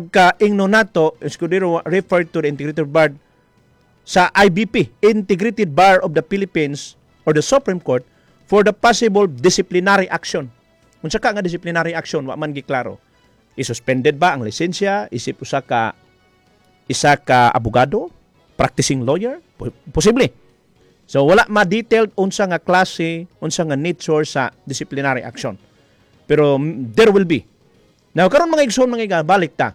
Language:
Cebuano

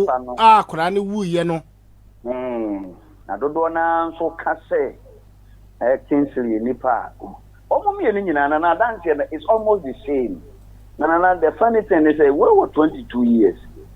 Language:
Akan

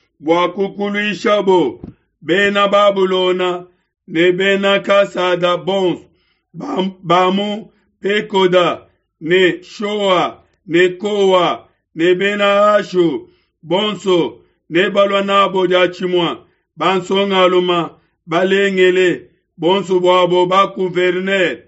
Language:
Luba-Lulua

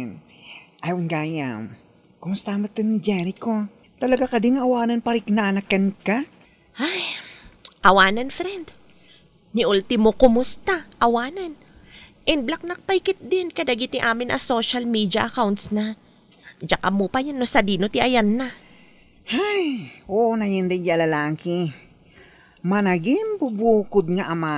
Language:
Iloko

